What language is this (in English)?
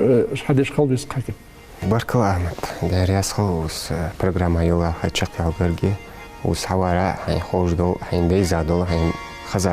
Ingush